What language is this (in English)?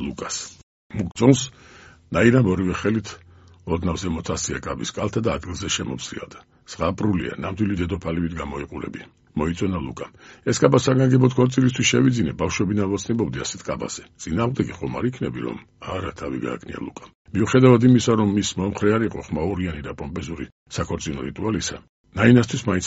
Georgian